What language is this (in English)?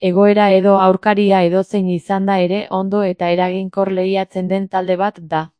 Basque